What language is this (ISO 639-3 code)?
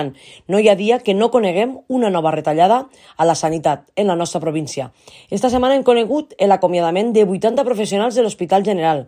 cat